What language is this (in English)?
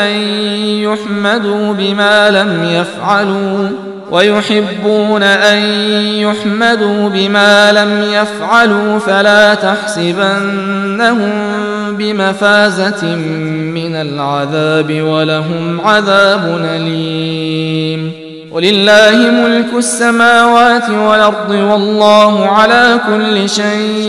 Arabic